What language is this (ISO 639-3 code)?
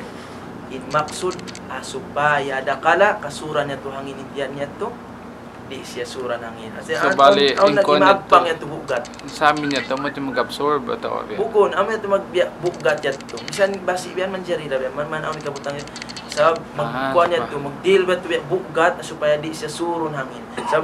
tsg